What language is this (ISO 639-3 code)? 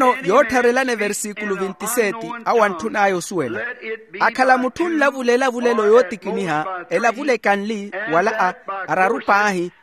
vmw